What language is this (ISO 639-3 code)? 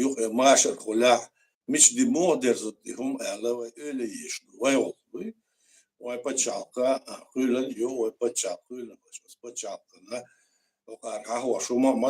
che